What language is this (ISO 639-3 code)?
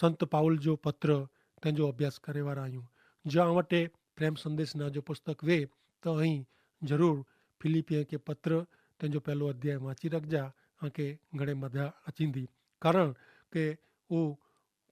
kfr